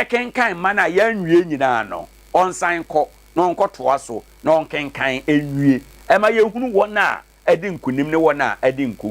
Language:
Akan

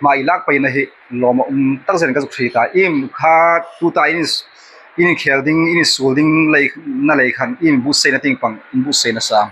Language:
Hmar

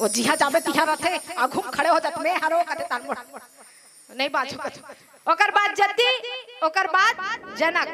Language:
Chhattisgarhi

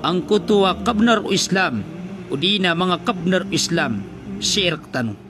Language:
Maranao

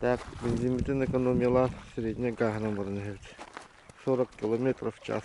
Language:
Yakut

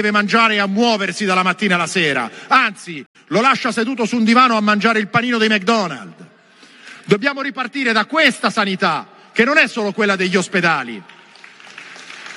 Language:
Italian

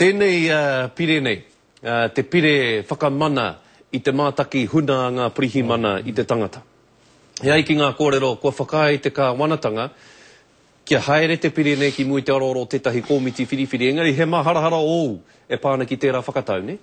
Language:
Māori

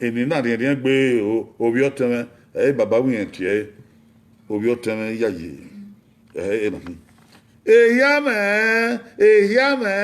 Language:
Bini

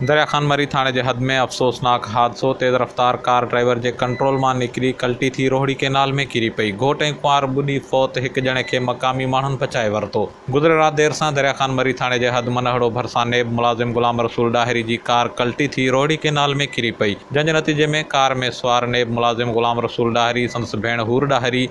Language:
Sindhi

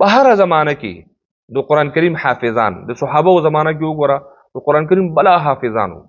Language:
Pashto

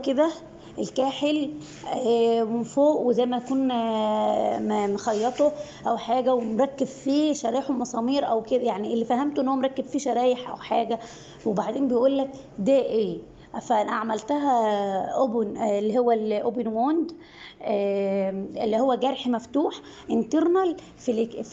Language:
Egyptian Arabic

